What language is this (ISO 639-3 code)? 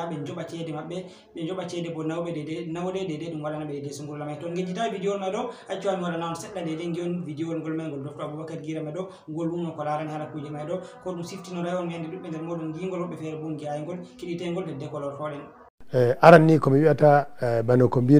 ful